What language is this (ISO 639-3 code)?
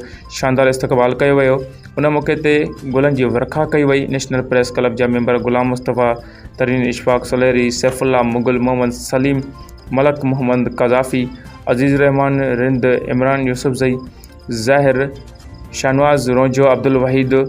snd